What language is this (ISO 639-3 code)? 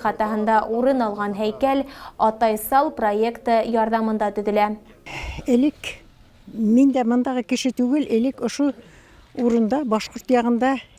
bak